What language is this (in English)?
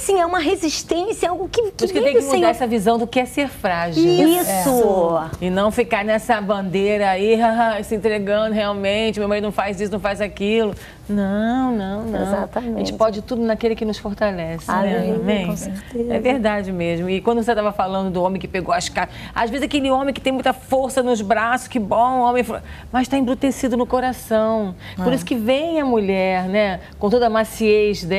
Portuguese